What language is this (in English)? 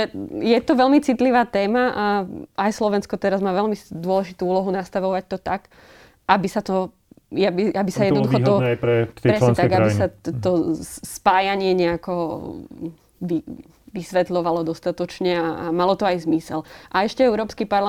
Slovak